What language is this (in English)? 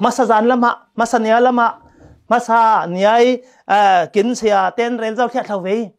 Falam Chin